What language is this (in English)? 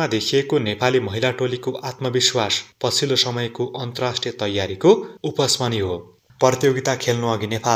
Nepali